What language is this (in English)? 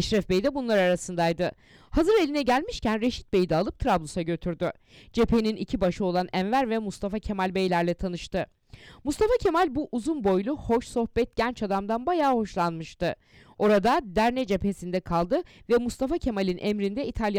Turkish